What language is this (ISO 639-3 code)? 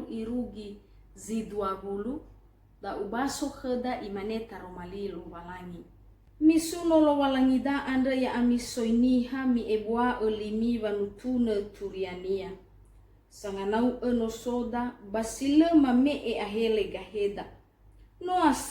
nia